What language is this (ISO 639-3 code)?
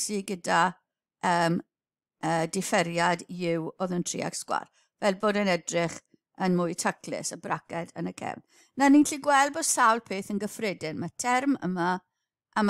cym